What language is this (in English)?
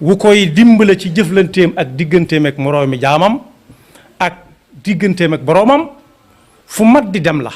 Wolof